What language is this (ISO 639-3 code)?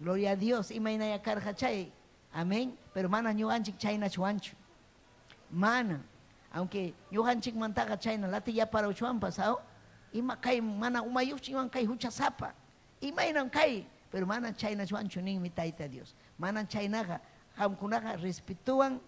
quy